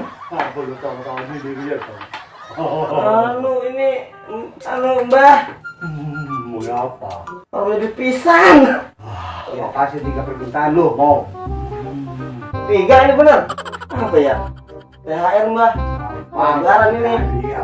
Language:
Betawi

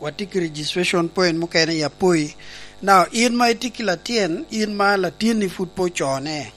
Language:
Lango (Uganda)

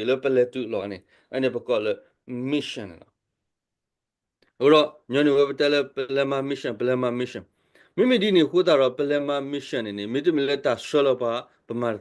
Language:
S'gaw Karen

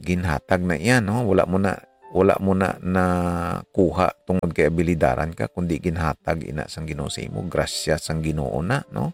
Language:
Hiligaynon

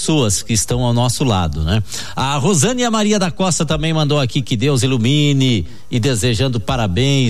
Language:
Portuguese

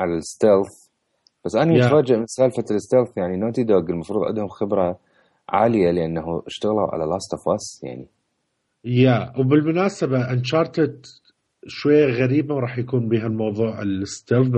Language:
Mesopotamian Arabic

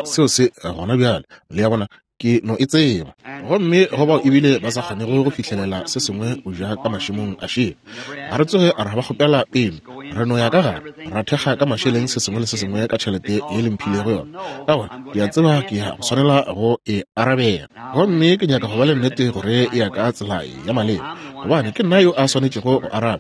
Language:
Northern Sotho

